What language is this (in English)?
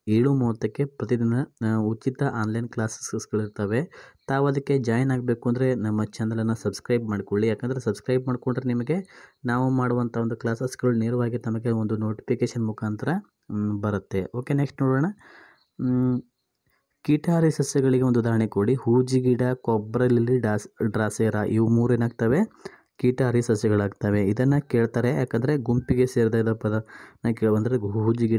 Kannada